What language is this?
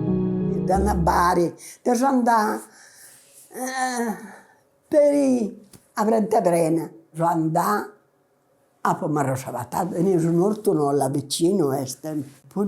Sardinian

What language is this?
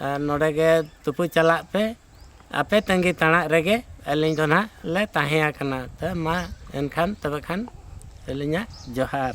Santali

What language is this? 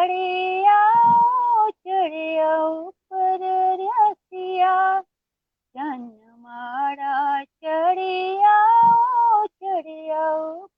Dogri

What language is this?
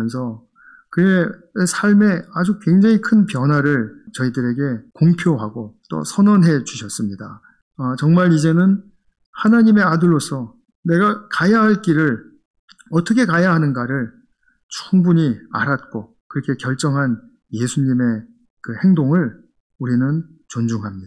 Korean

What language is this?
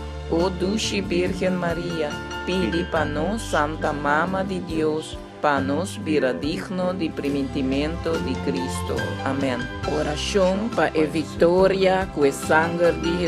Papiamento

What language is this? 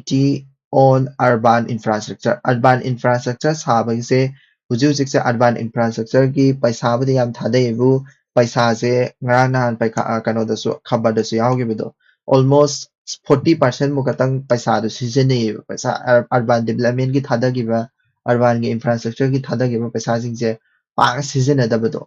Manipuri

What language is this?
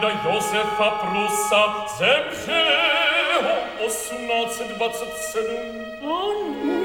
Czech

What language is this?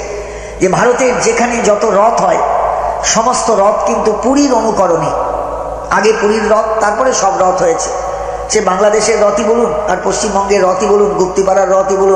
Bangla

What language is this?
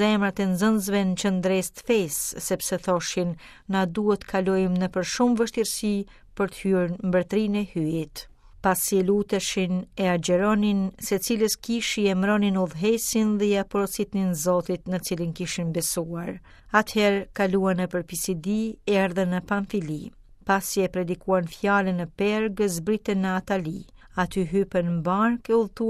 Albanian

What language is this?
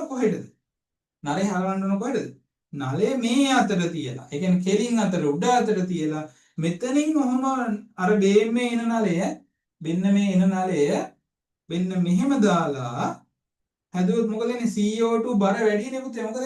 Sinhala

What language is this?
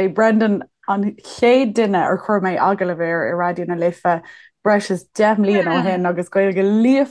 Irish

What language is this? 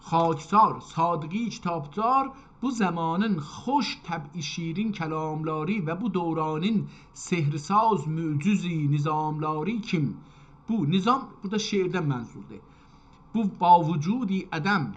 South Azerbaijani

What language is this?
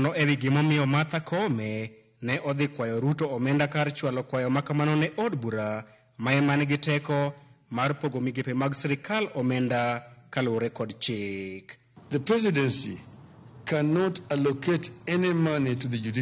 Luo (Kenya and Tanzania)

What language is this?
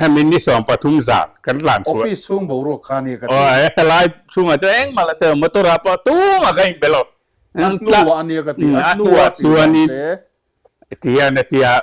Mizo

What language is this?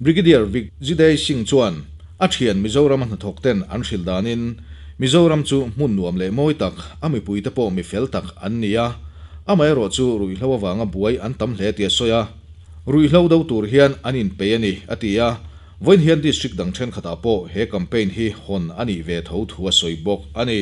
Mizo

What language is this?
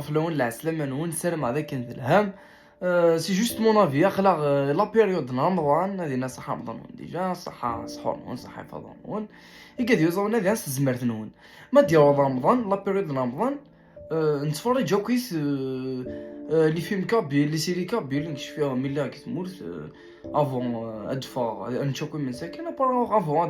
Kabyle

